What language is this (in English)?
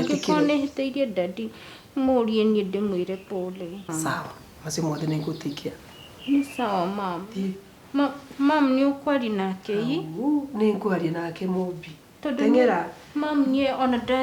Kikuyu